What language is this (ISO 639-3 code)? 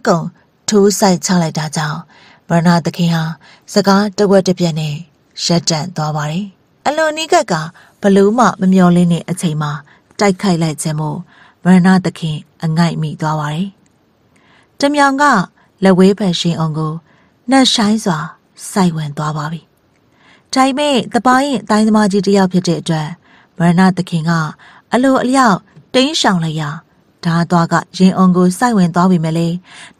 mya